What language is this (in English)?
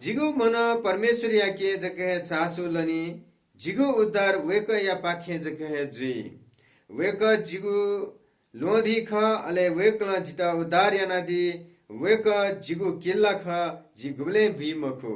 Newari